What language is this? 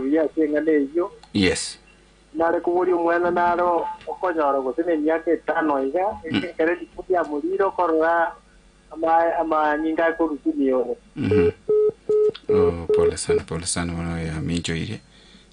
Gusii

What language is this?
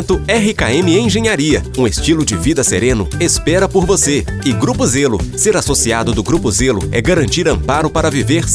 Portuguese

